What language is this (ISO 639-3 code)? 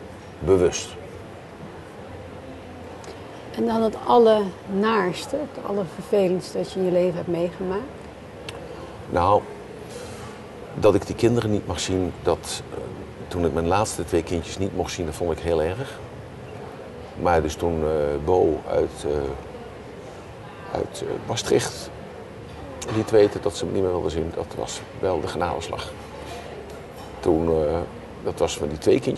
nld